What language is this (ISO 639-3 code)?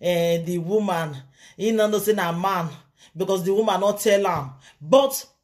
pcm